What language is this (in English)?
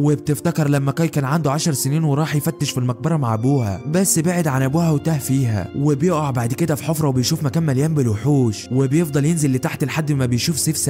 Egyptian Arabic